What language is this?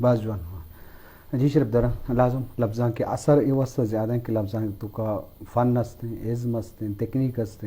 Eastern Balochi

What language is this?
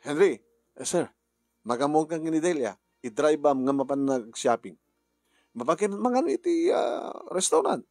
Iloko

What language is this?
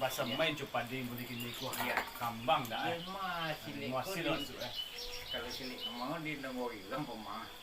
Minangkabau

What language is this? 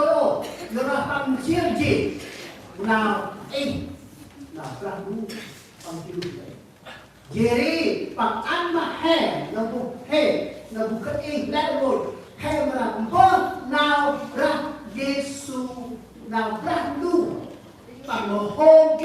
Central Mnong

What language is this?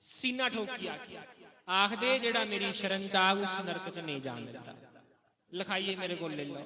Dogri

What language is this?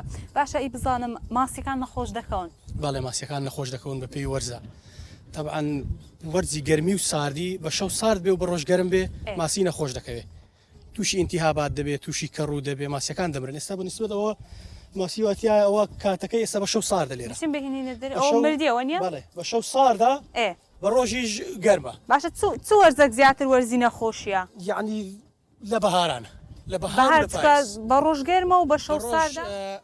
Central Kurdish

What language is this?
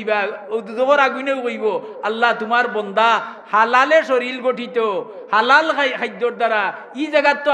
Sylheti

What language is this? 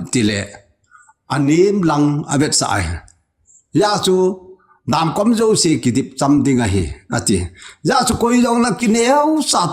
Thado Chin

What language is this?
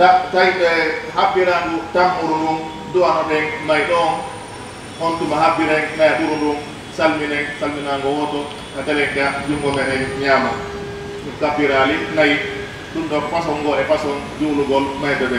Pular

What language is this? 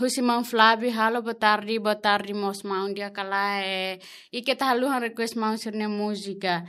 Tetum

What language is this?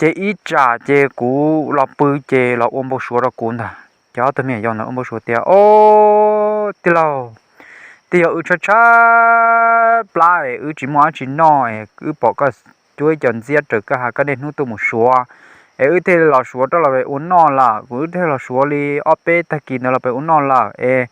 Hmong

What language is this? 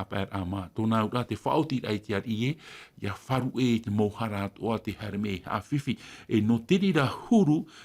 Tahitian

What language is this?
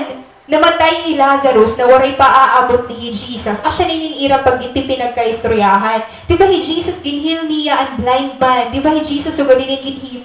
Waray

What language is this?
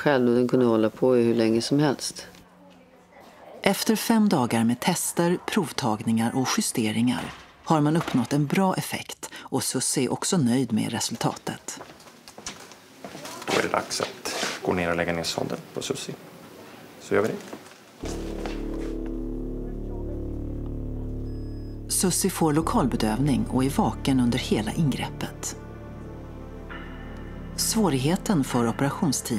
Swedish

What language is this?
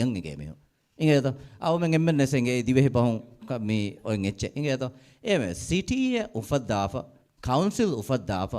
Divehi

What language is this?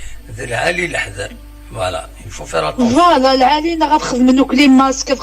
Kabyle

